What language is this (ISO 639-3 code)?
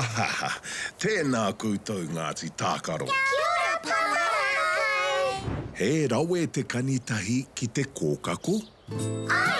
mri